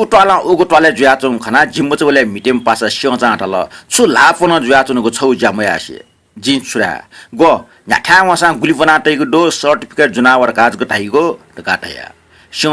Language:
Newari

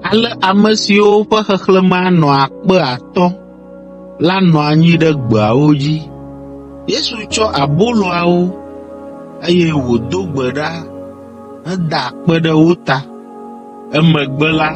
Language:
Ewe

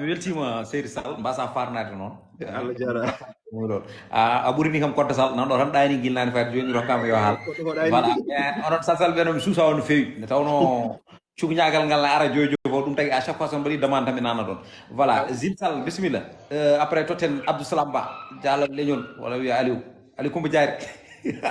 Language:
Fula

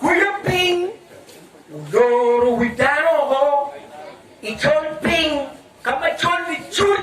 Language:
Acoli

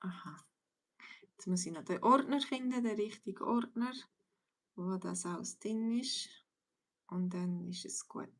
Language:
Swiss German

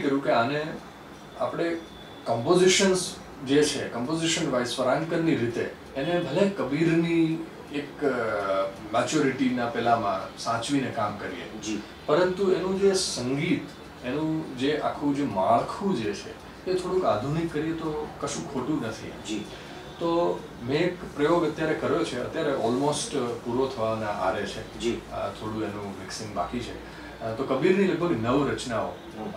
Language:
Gujarati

